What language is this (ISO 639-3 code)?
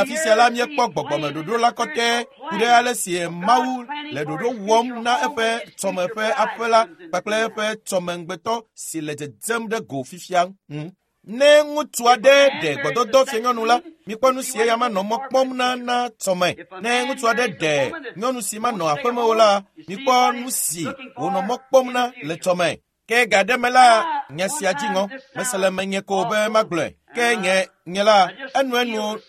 ewe